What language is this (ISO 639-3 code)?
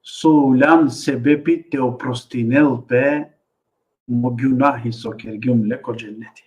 rmn